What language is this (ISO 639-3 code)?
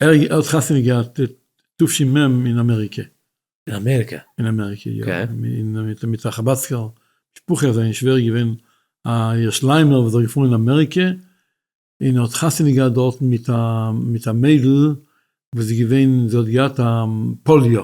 yid